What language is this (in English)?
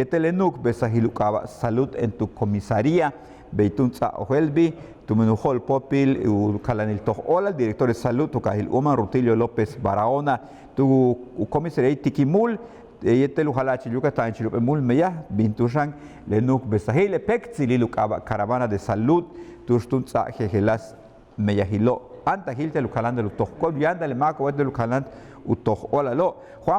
Yucateco